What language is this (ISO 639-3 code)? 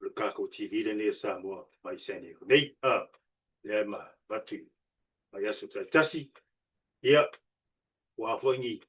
smo